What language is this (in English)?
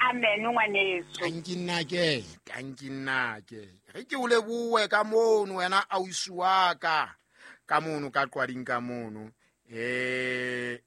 Southern Sotho